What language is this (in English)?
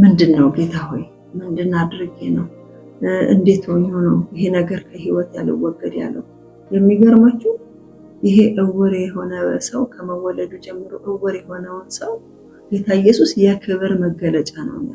Amharic